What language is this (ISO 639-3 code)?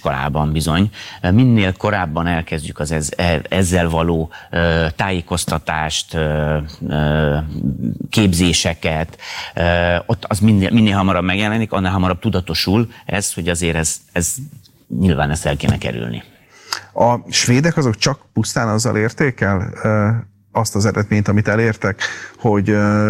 hun